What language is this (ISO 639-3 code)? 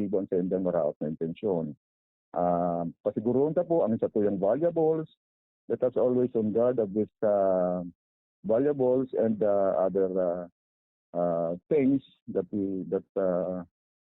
bik